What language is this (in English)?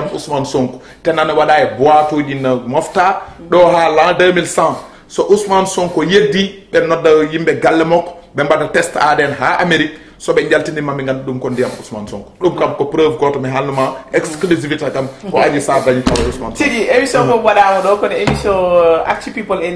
Fula